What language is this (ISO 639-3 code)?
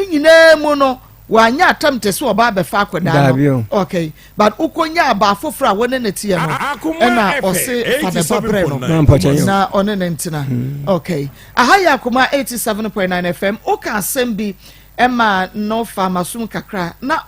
aka